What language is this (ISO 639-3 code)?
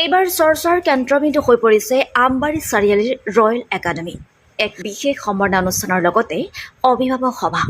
asm